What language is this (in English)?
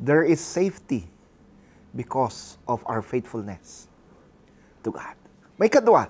Iloko